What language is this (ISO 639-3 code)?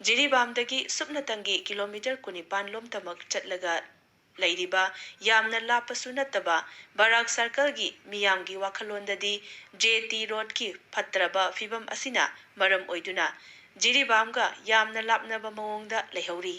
mni